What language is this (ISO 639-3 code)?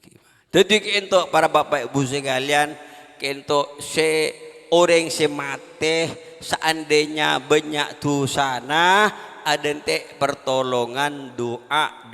mad